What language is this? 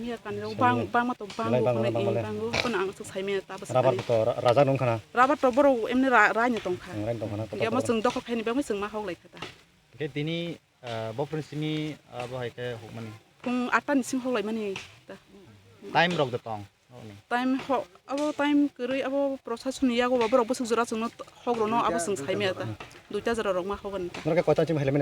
Kok Borok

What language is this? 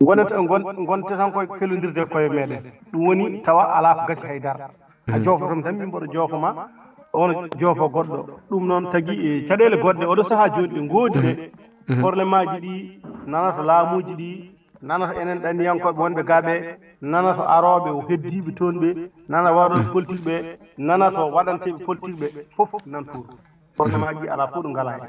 Fula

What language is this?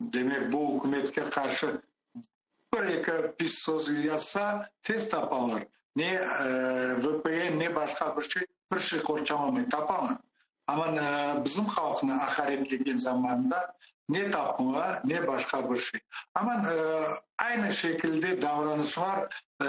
Crimean Tatar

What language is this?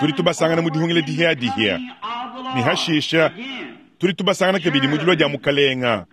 Luba-Lulua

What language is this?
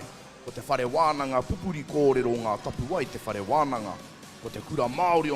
Māori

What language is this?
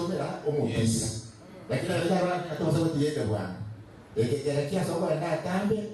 Gusii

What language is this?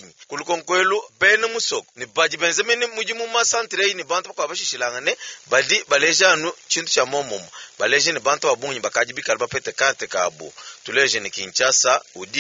Luba-Lulua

